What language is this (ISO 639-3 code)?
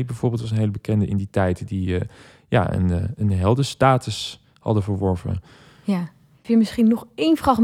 nld